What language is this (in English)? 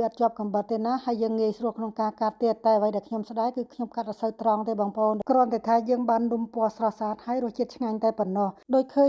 Khmer